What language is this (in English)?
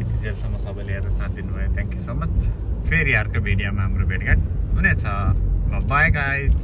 Nepali